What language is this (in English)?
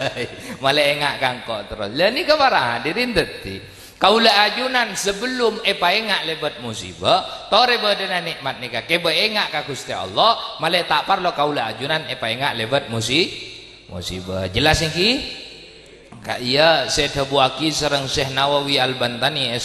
Madurese